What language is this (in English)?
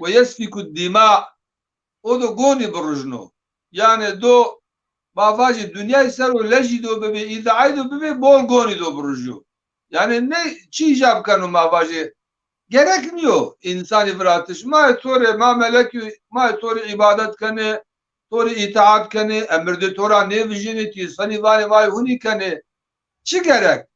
Zaza